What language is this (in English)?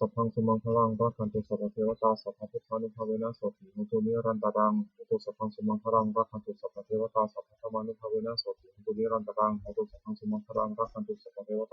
Pali